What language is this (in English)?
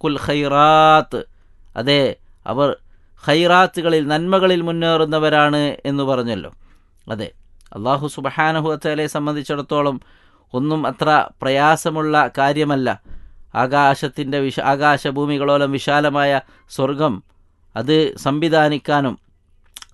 Malayalam